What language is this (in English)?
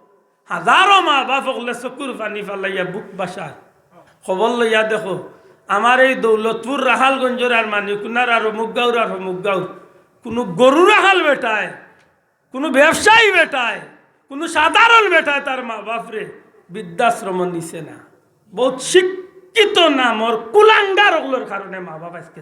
Sylheti